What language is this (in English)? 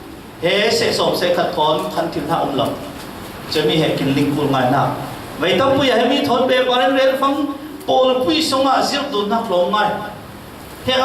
Falam Chin